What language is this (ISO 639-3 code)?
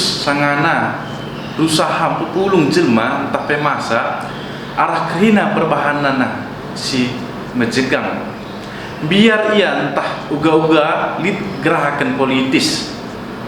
btx